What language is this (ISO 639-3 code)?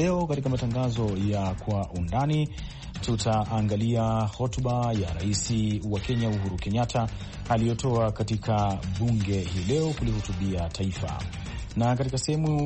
swa